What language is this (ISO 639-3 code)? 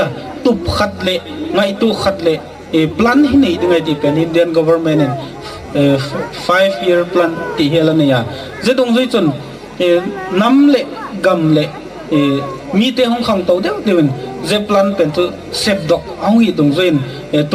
gnb